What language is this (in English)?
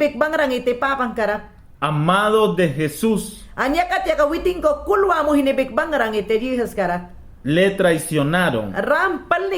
Mayangna